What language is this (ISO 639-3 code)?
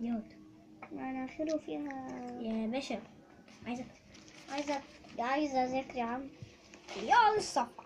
arz